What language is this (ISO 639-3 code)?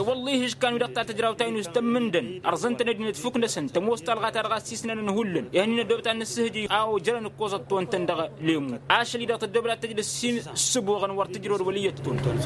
taq